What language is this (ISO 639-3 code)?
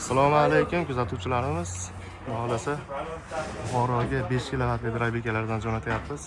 uzb